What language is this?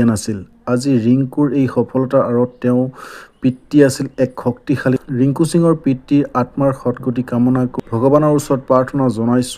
Assamese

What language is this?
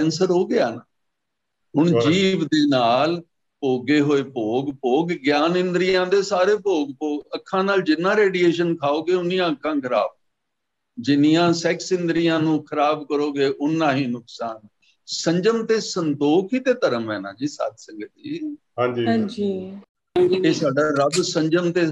Punjabi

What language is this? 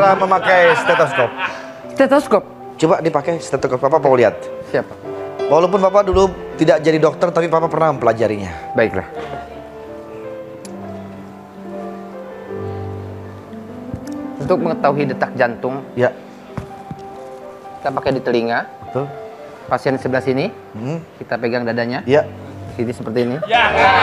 Indonesian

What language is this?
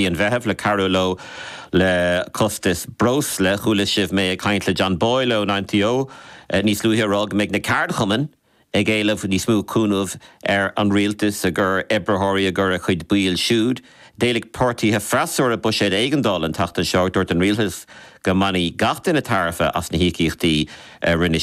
Irish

